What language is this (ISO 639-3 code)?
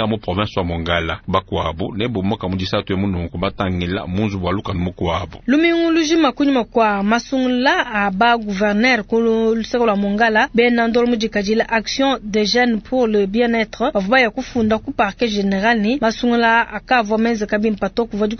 lua